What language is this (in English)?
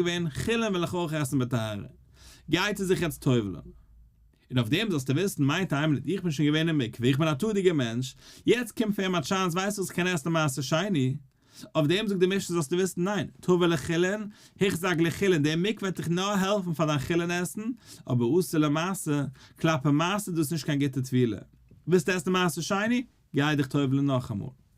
Yiddish